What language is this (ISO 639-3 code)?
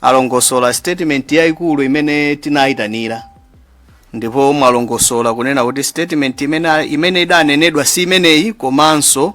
nya